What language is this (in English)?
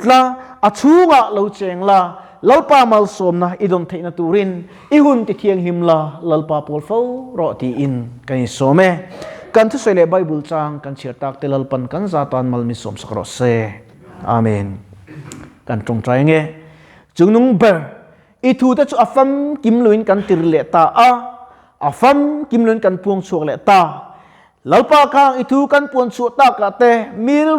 Mizo